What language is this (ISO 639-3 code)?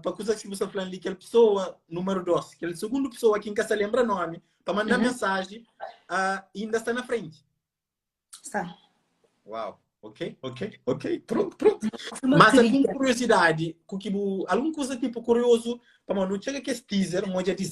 kea